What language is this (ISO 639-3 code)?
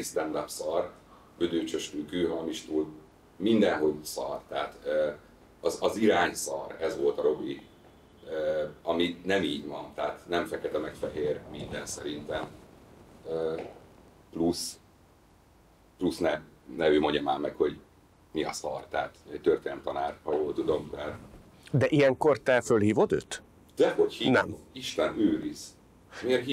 hun